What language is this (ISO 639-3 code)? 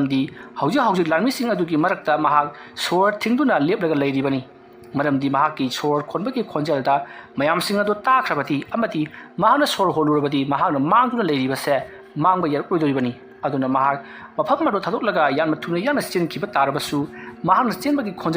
mni